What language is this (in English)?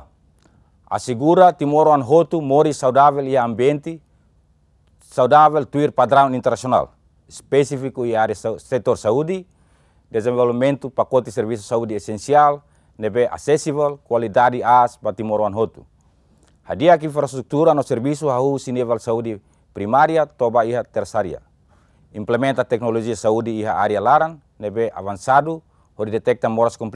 Tetum